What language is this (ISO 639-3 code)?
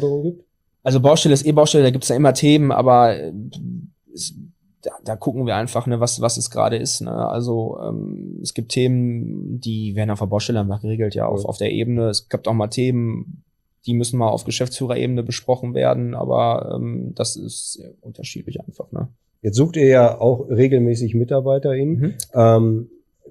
deu